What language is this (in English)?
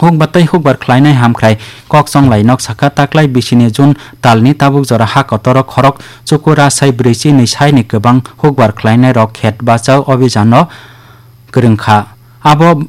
Kok Borok